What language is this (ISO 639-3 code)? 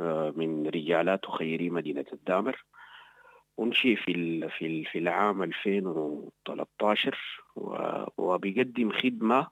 apd